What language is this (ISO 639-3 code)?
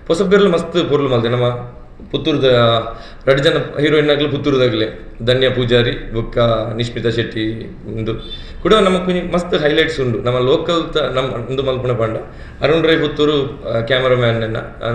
tcy